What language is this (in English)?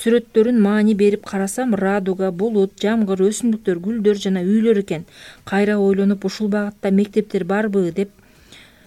Kyrgyz